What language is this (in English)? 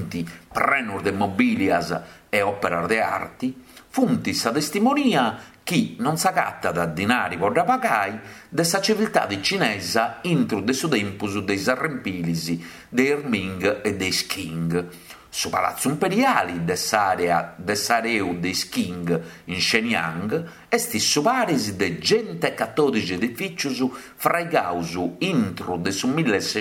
Sardinian